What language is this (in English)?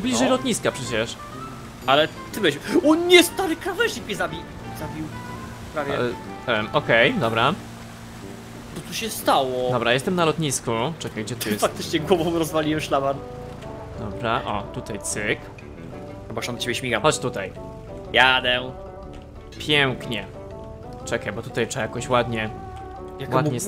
Polish